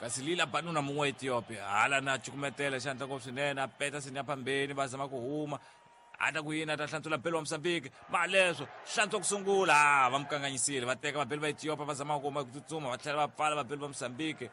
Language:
Tsonga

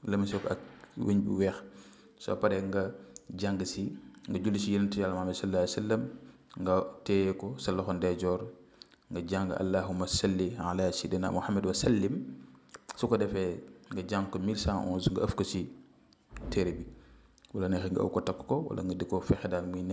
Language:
Wolof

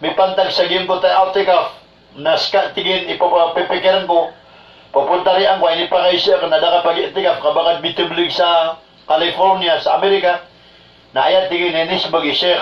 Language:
Maranao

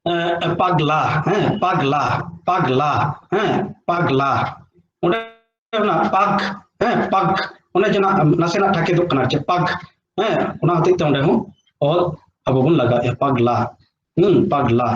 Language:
Santali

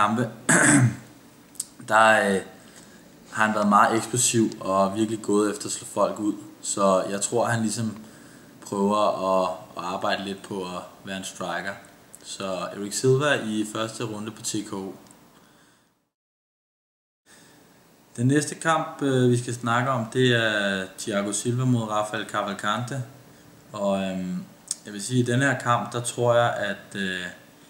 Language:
Danish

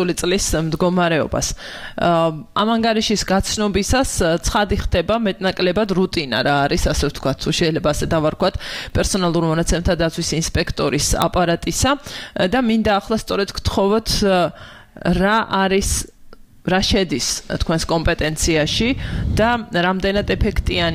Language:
Georgian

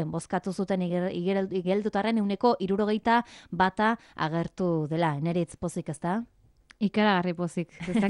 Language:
Basque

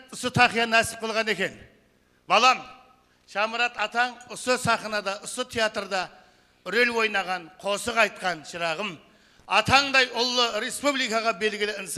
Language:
Kara-Kalpak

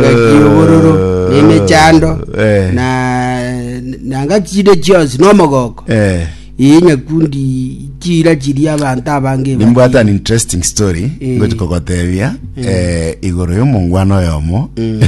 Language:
Gusii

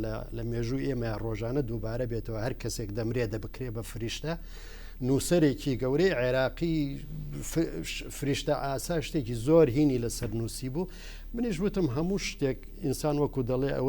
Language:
Central Kurdish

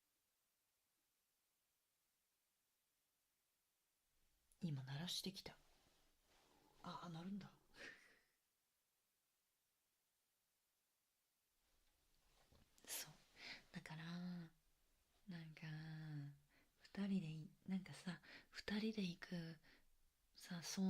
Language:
Japanese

